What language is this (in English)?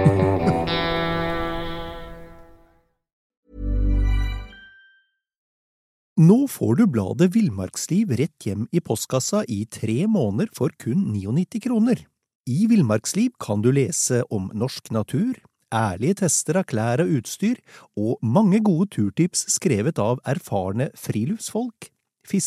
Norwegian